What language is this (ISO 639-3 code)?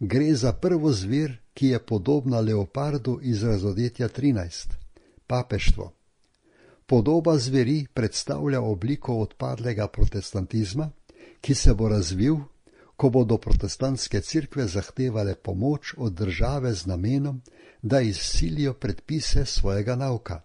slv